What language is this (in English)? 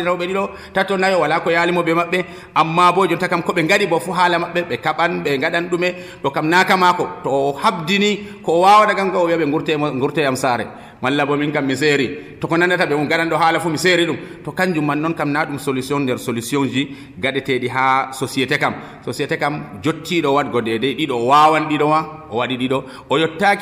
Nigerian Fulfulde